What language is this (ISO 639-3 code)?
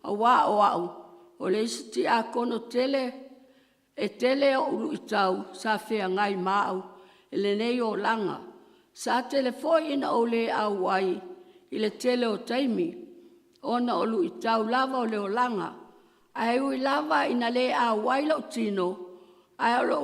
smo